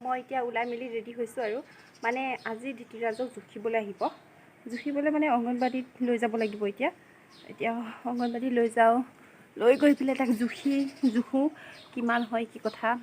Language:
Assamese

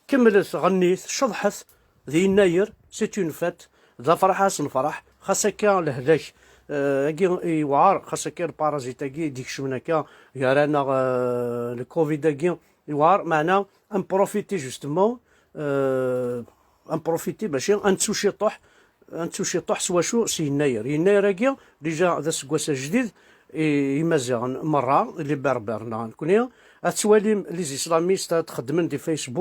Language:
Kabyle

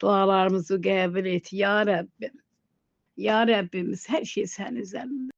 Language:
Azerbaijani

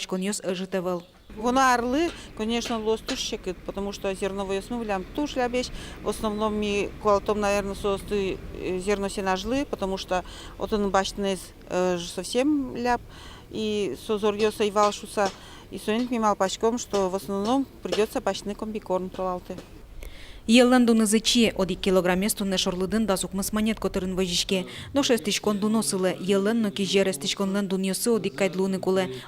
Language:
Udmurt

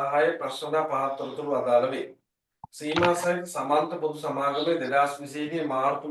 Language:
Sinhala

